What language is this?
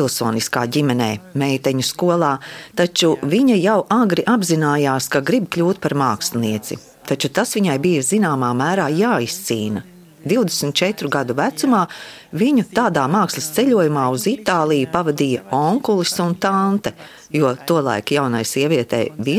Latvian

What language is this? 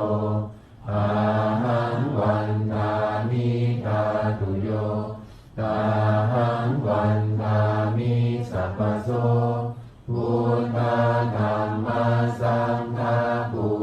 Pali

